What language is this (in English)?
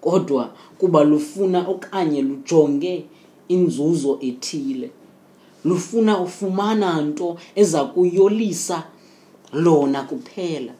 Xhosa